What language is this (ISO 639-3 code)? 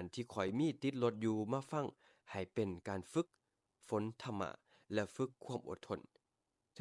lao